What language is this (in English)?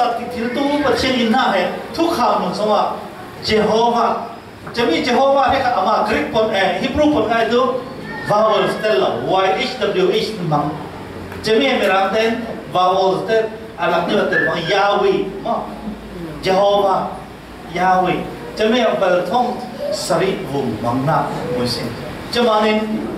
Falam Chin